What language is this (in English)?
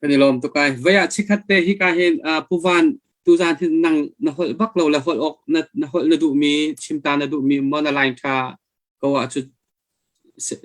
Hakha Chin